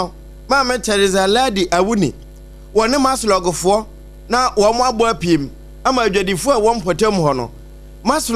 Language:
Akan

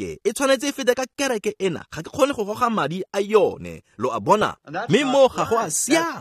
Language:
Tswana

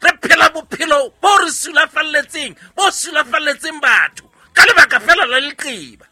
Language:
Southern Sotho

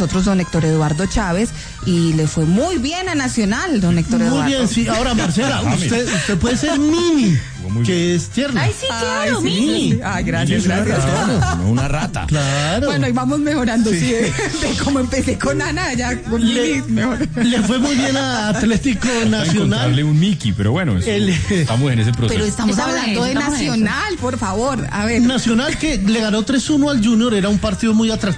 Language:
Spanish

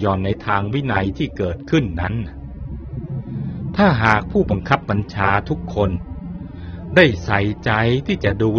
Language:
Thai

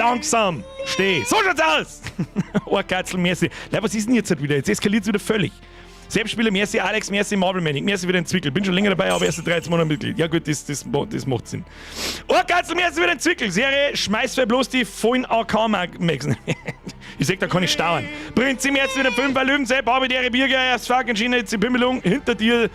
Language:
Bavarian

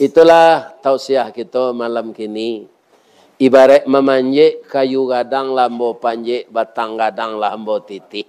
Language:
Minangkabau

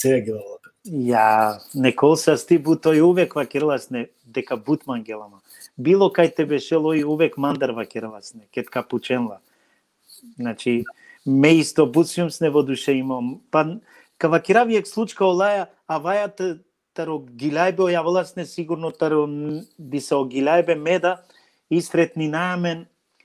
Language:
Balkan Romani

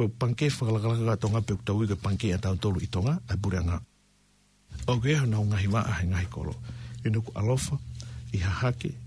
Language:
Tongan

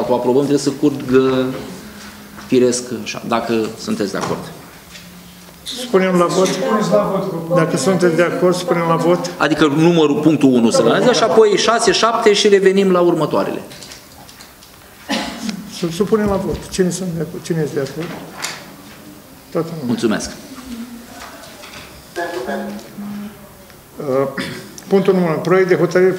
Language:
Romanian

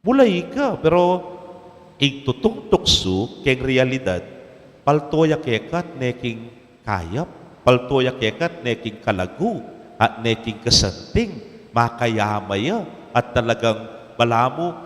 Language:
Pampanga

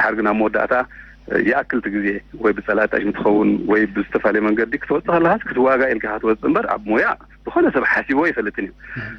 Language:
Tigrinya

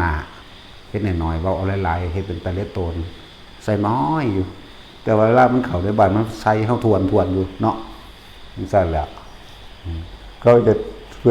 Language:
Northeastern Thai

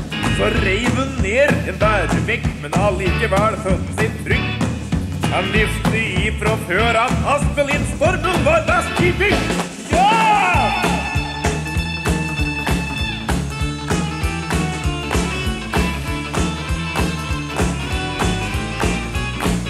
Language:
Norwegian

